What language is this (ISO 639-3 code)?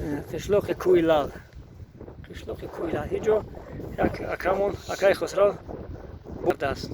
tgk